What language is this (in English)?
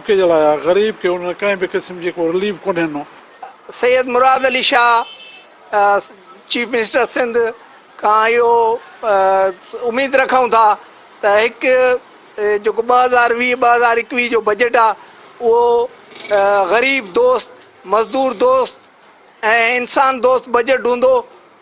Sindhi